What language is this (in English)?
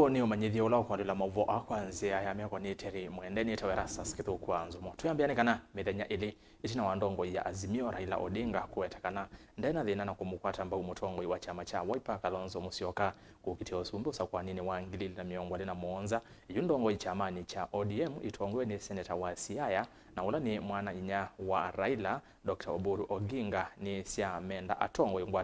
Kamba